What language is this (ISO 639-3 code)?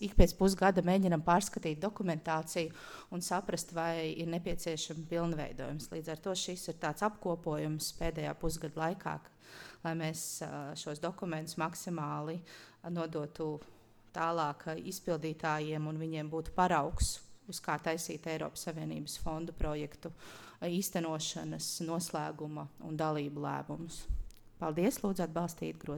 lav